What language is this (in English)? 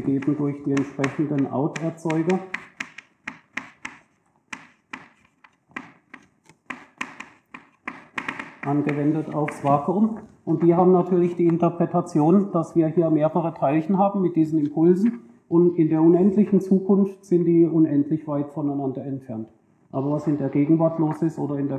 German